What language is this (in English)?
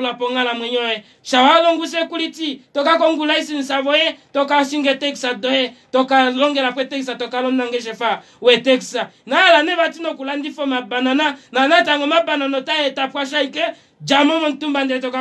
Kuanyama